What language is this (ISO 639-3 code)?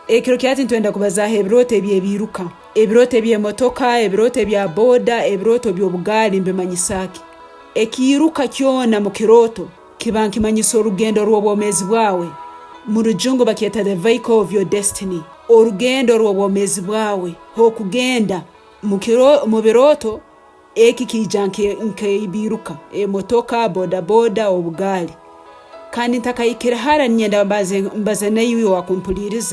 ttj